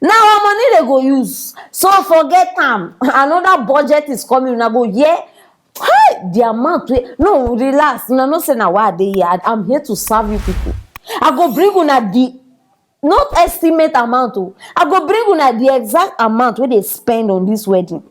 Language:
Nigerian Pidgin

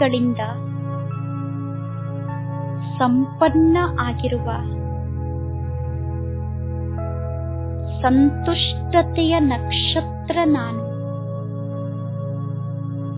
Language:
Kannada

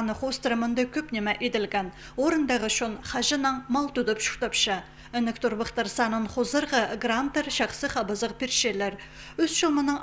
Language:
Khakas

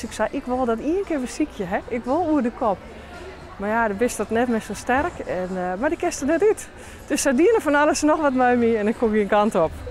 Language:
Western Frisian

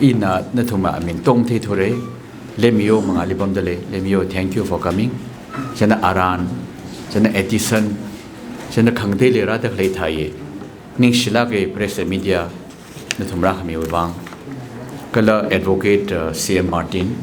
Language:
Tangkhul Naga (India)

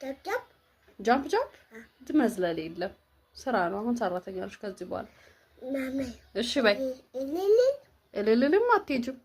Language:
Amharic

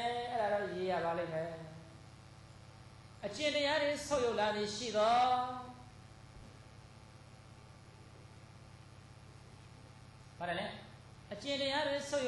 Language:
Burmese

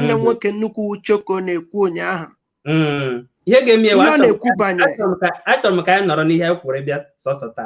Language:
Igbo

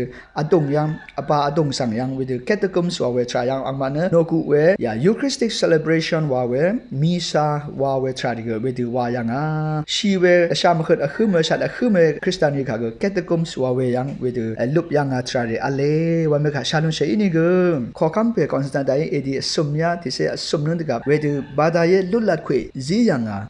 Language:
Rawang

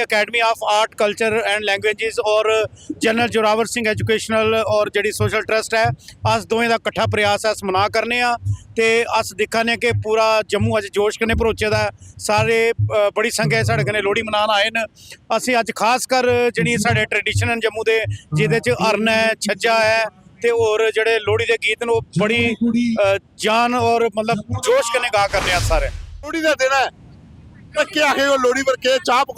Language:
Dogri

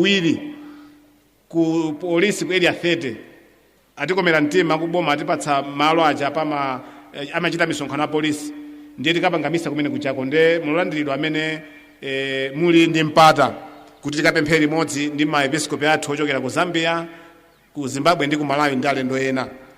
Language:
Nyanja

